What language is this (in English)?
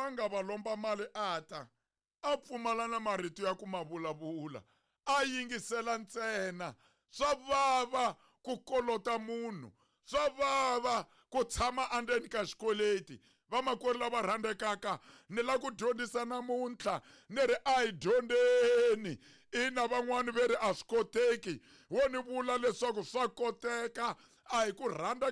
Tsonga